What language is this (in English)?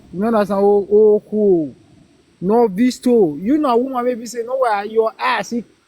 Nigerian Pidgin